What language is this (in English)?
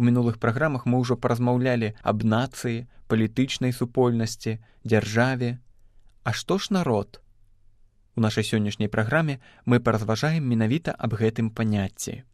Belarusian